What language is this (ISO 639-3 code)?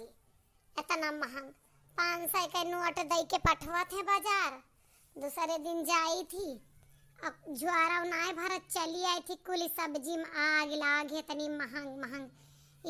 awa